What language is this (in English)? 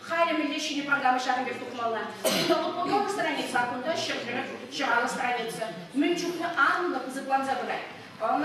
Chuvash